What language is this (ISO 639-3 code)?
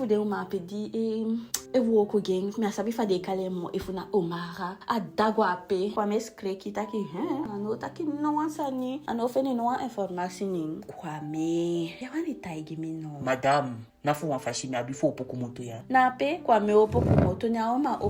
djk